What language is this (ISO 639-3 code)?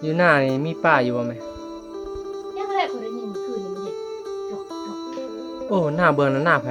tts